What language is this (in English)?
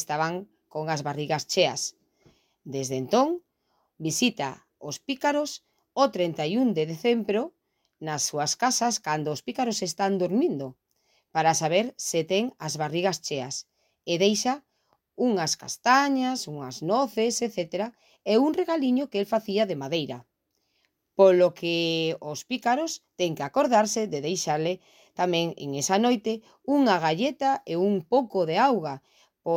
Galician